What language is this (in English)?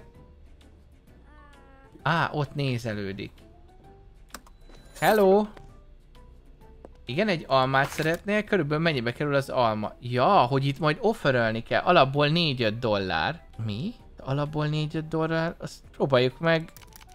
Hungarian